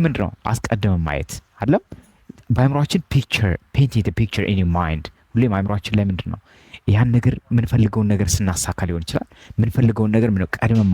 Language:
Amharic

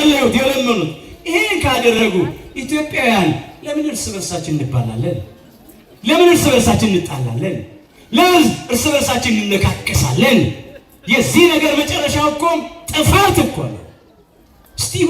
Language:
Amharic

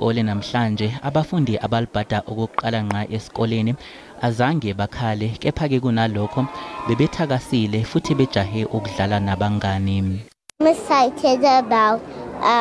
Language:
Zulu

